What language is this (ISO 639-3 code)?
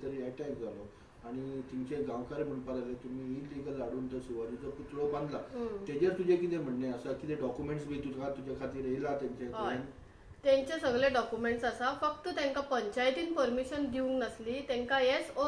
kok